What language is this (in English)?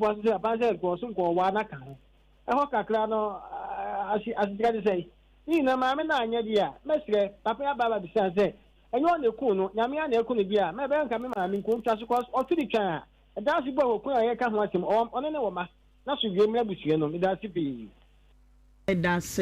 Akan